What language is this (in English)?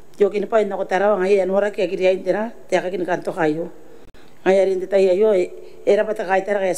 Gilbertese